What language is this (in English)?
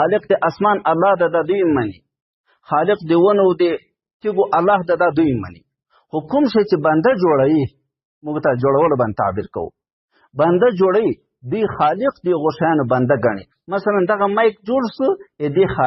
Pashto